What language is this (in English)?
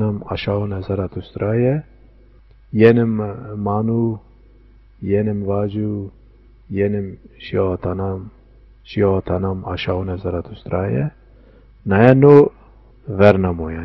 Zaza